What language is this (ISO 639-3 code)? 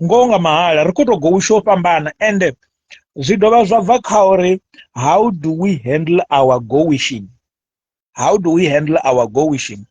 ven